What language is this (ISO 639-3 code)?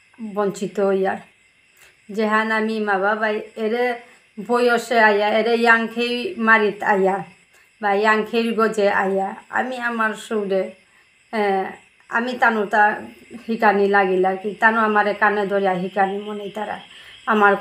bpy